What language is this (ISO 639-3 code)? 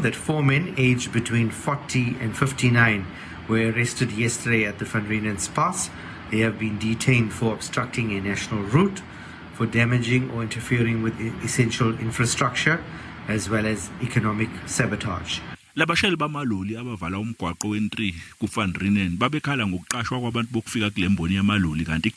zul